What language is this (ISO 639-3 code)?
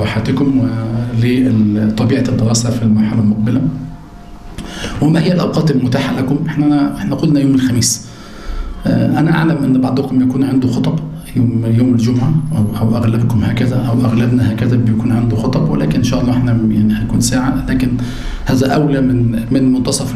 ara